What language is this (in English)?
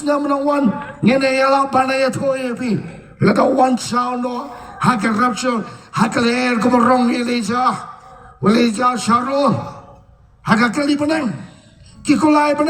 Khasi